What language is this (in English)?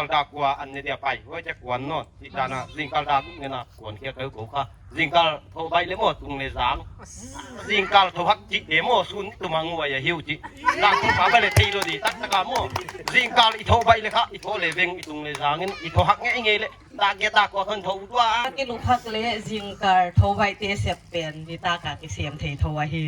Paite Chin